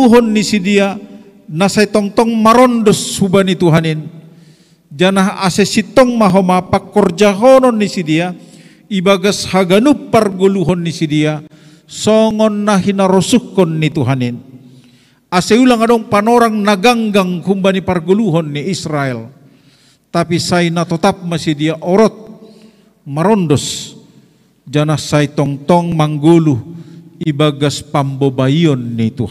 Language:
Batak Simalungun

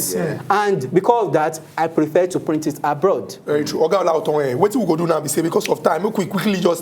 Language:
Nigerian Pidgin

